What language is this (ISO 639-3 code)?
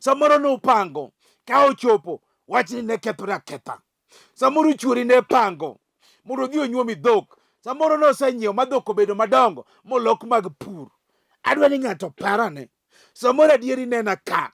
luo